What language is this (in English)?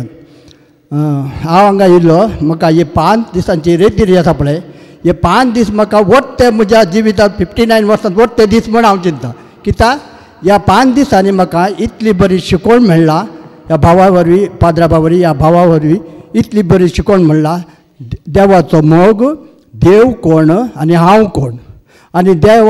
Konkani